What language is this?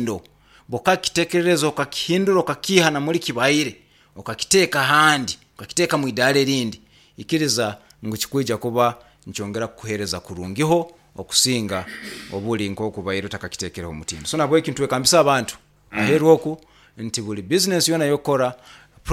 Nyoro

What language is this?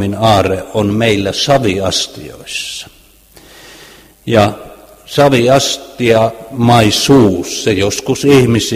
Finnish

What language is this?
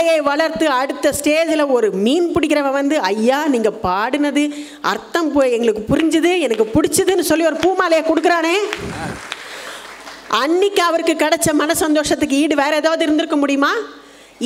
Tamil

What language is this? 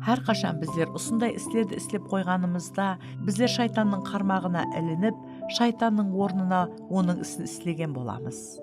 Kara-Kalpak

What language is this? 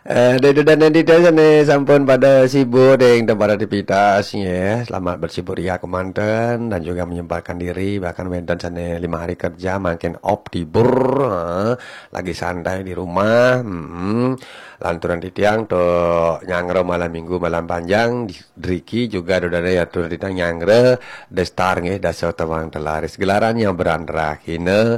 Balinese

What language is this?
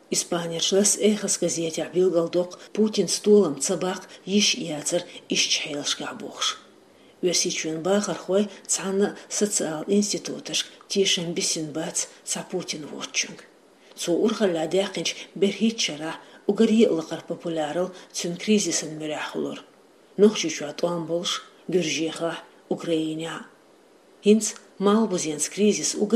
Chechen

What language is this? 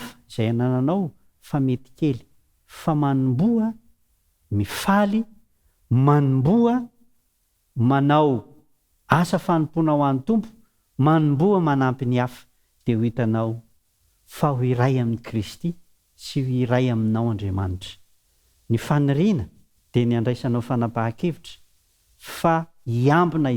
Malagasy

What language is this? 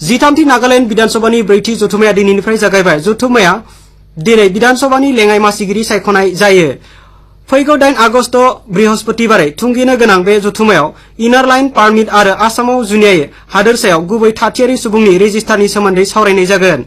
Bodo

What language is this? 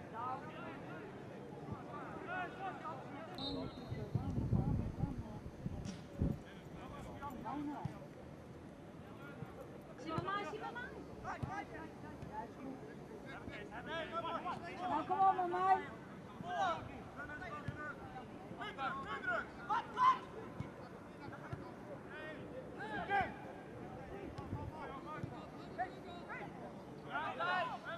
Dutch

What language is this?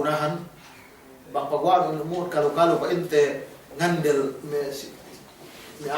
Yakan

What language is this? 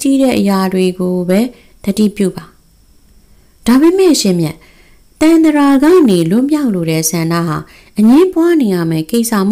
Burmese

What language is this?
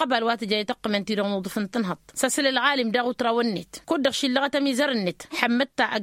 Tamasheq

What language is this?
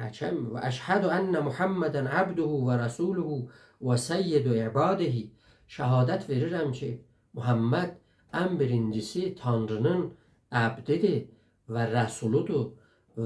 South Azerbaijani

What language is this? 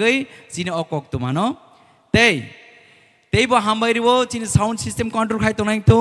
Kok Borok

